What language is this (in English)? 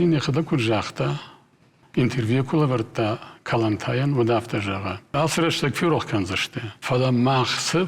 Ossetic